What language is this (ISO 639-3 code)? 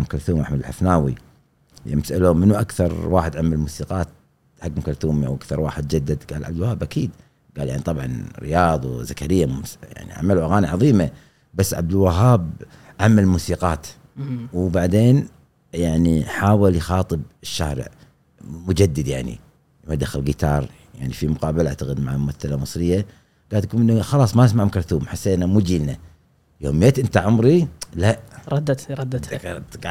afb